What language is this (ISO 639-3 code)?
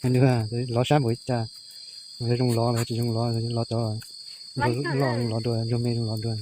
hmn